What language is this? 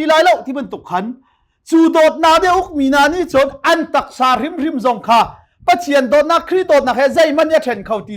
Hakha Chin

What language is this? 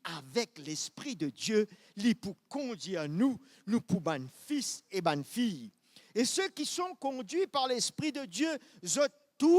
Morisyen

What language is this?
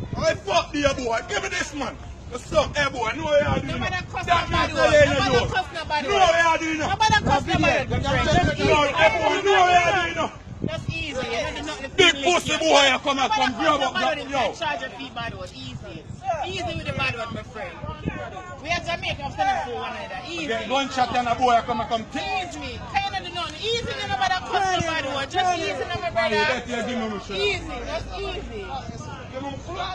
Jamaican Creole English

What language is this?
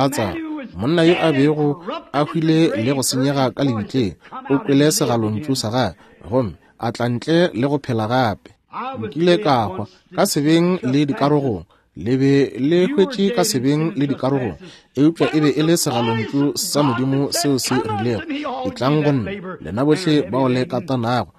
Northern Sotho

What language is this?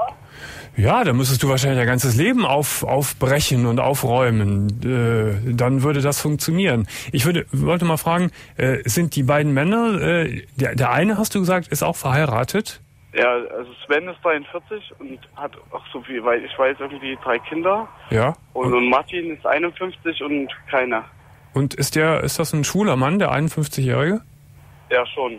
German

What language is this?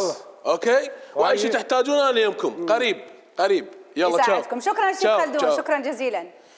Mesopotamian Arabic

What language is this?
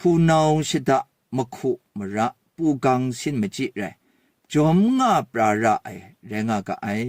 Kachin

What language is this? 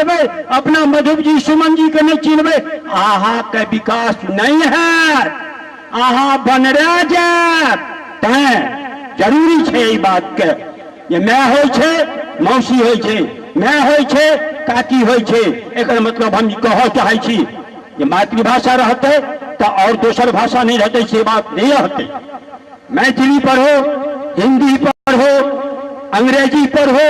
Maithili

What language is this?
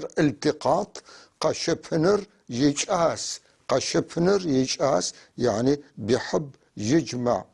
North Levantine Arabic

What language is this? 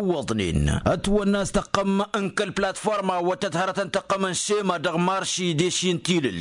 Tamasheq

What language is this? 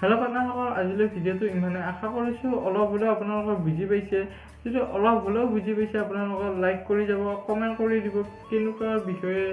Assamese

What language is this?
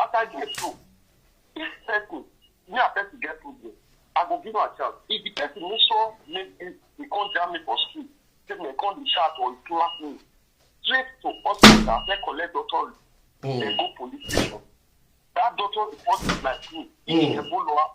Nigerian Pidgin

